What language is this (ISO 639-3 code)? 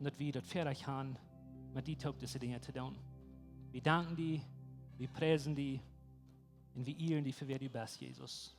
pdt